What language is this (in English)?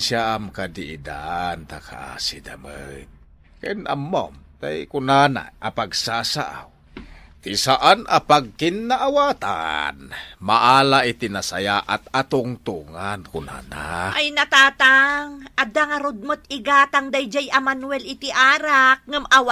Iloko